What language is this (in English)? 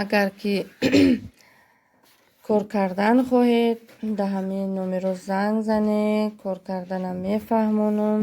Tajik